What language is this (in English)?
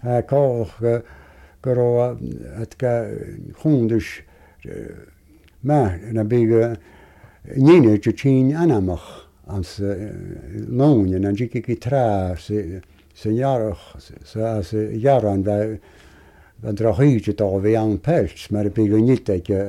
Latvian